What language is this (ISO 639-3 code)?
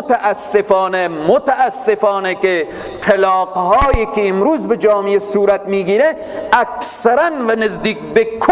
fas